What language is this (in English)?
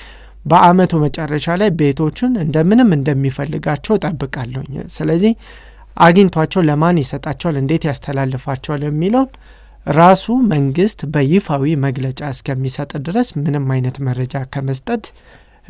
Amharic